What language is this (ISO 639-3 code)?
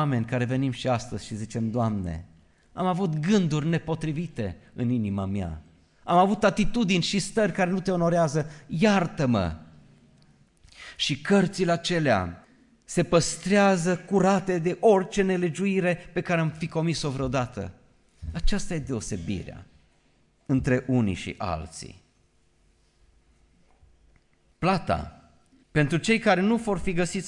ron